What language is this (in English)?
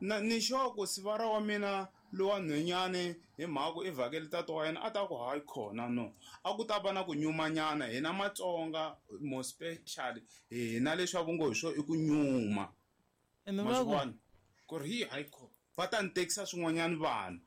Tsonga